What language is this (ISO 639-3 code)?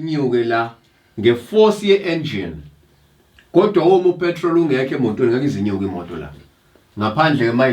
zul